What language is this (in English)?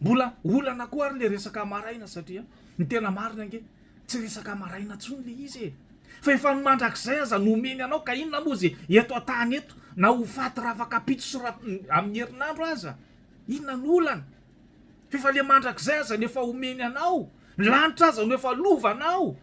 Malagasy